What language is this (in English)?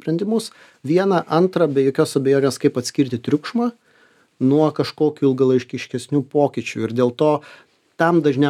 Lithuanian